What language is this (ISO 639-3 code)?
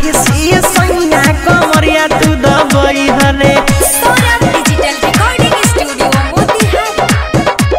bho